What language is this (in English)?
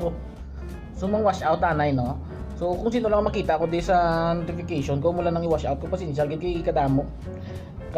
Hiligaynon